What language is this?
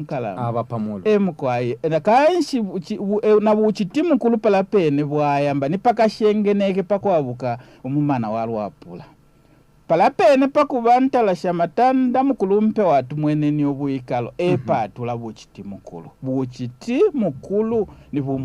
Bemba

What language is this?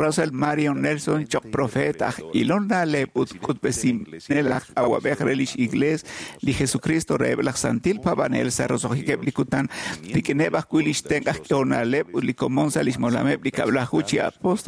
Kekchí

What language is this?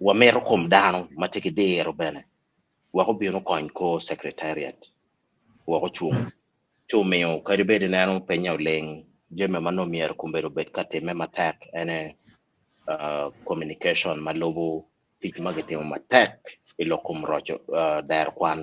Acoli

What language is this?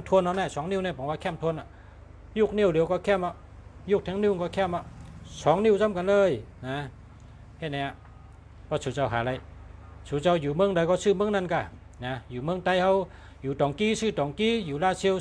Shan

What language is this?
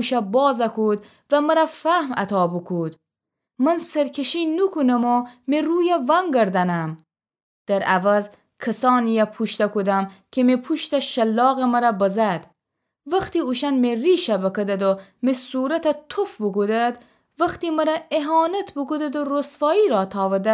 Gilaki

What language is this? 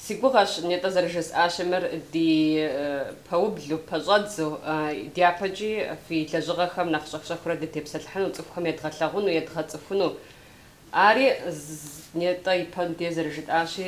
Kabardian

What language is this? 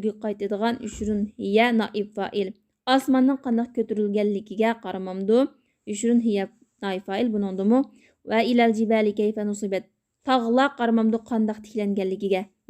Uyghur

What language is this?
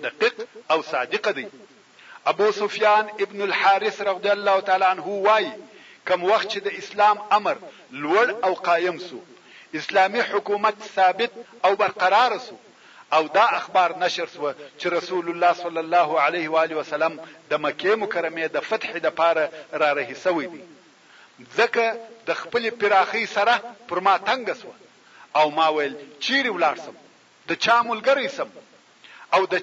Pashto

